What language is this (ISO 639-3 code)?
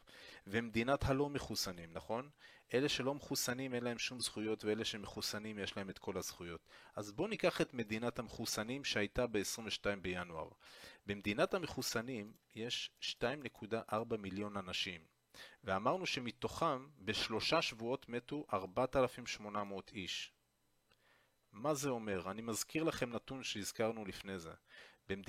heb